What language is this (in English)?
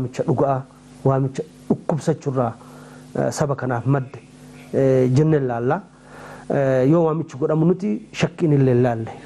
Oromo